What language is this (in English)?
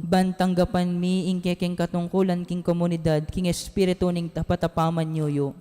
Pampanga